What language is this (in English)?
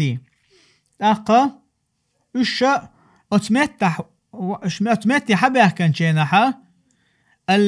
Chechen